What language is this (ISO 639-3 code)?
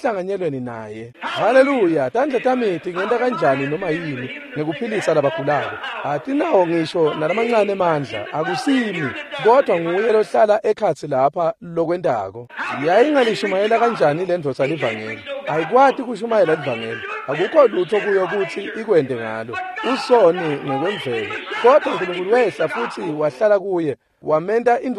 ssw